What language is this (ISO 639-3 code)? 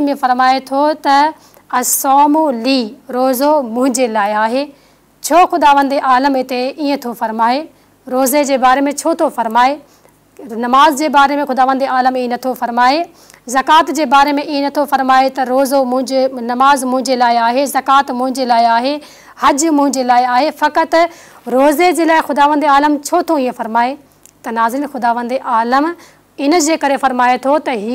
snd